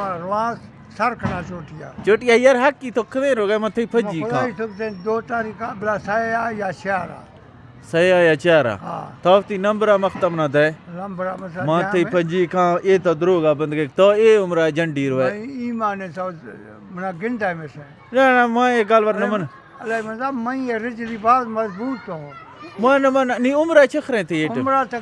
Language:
Eastern Balochi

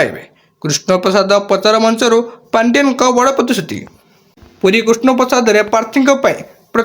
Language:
Odia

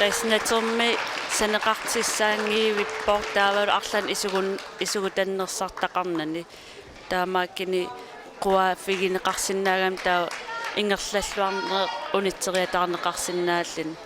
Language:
Kalaallisut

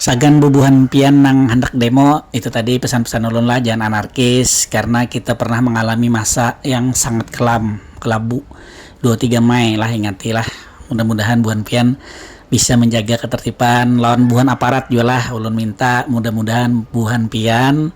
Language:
Banjar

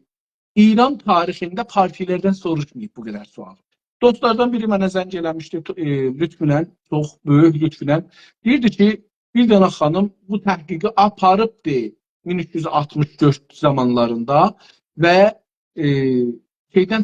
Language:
South Azerbaijani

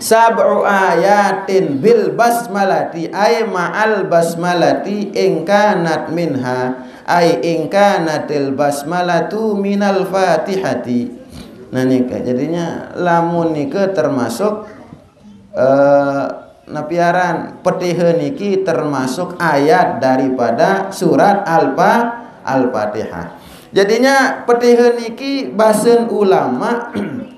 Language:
Sasak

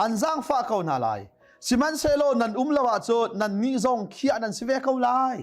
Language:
Hakha Chin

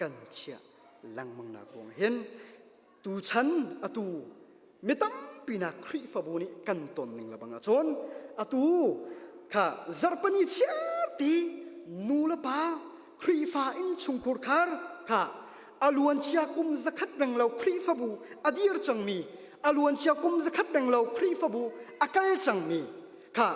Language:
Hakha Chin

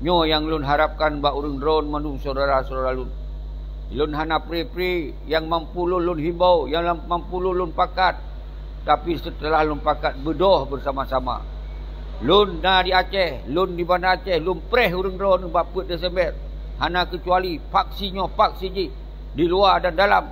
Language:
Achinese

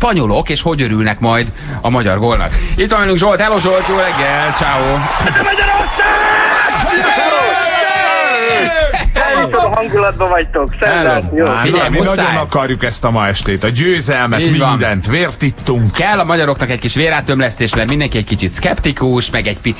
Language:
Hungarian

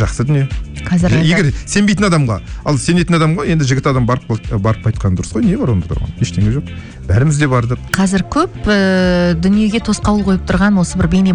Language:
Kazakh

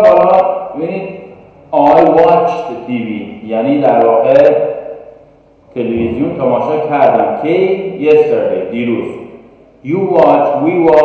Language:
Persian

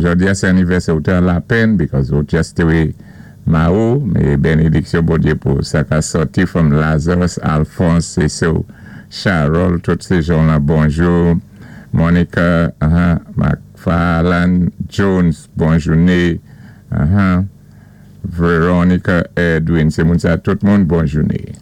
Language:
Saint Lucian Creole French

